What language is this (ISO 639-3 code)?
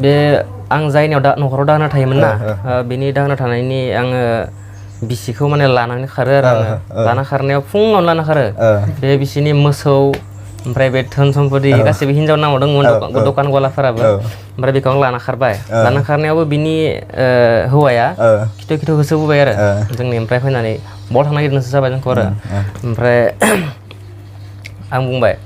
brx